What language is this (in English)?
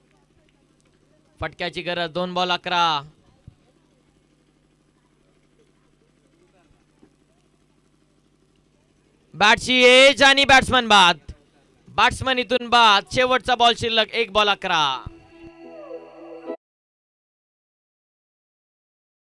Marathi